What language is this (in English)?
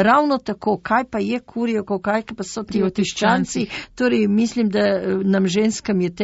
Slovenian